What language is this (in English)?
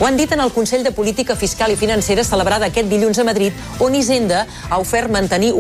Catalan